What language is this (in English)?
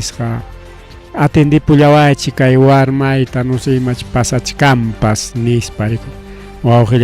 Ayacucho Quechua